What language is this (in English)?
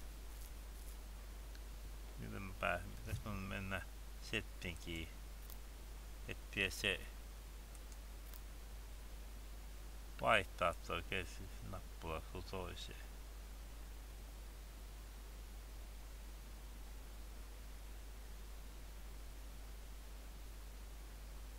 Finnish